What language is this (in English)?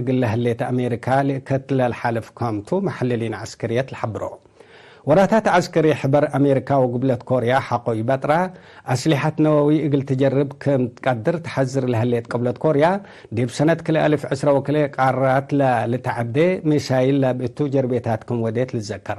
Tigre